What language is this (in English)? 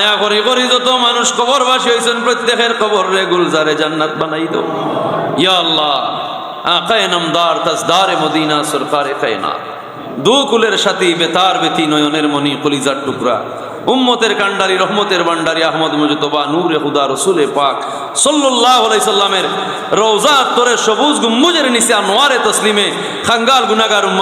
Sylheti